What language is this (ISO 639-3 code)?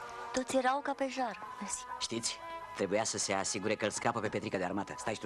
ron